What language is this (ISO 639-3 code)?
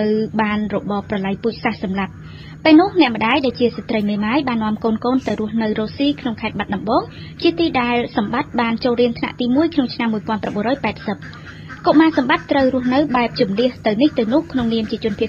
khm